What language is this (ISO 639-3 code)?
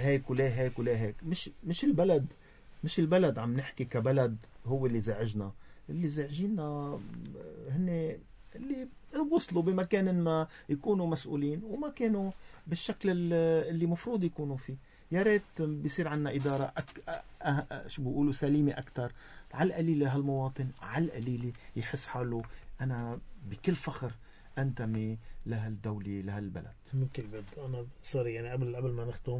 apc